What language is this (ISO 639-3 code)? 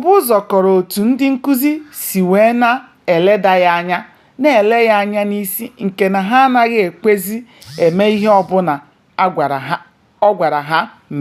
ibo